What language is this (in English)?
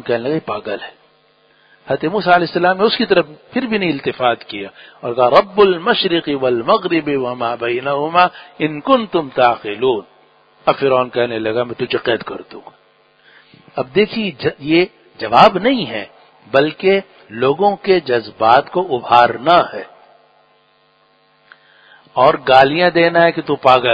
Urdu